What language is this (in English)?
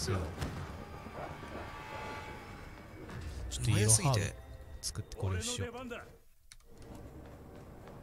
Japanese